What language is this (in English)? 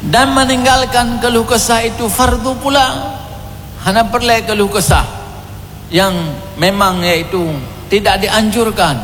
Achinese